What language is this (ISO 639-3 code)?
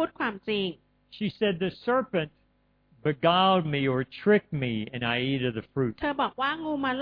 tha